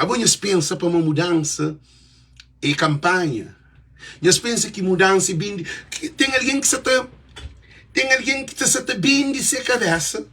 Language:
Kabuverdianu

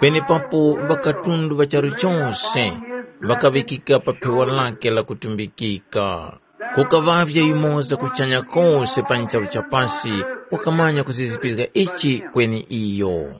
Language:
Tumbuka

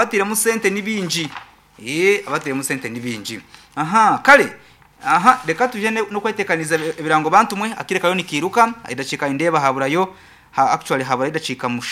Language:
Nyankole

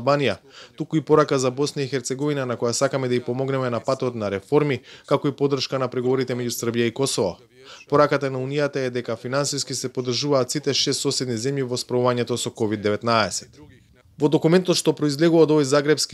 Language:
Macedonian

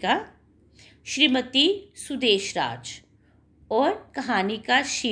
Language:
Dogri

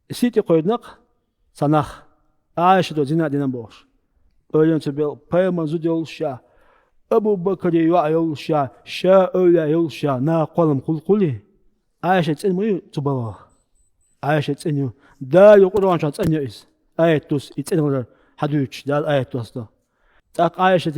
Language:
Chechen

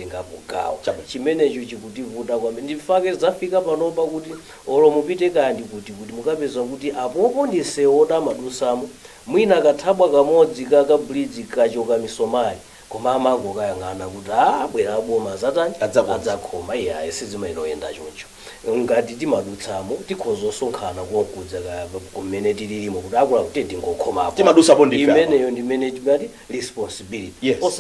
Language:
Nyanja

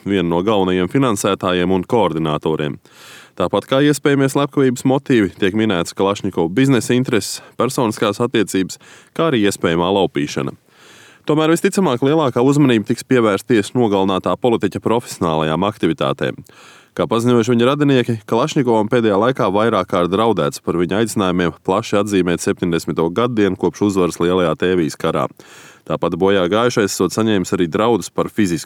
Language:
Latvian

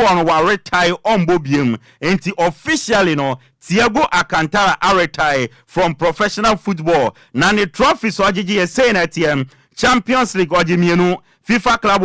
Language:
Akan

